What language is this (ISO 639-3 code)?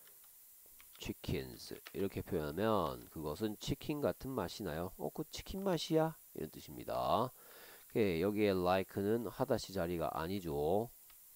kor